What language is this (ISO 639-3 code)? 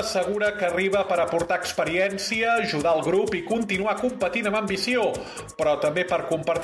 cat